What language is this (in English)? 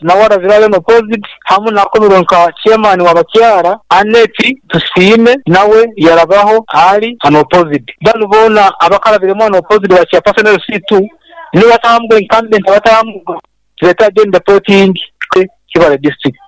Nyoro